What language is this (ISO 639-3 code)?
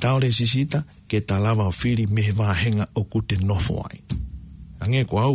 ton